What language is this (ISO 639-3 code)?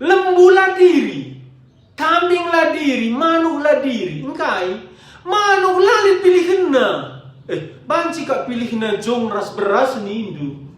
btx